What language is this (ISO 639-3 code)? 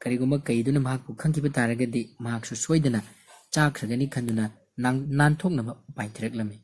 mni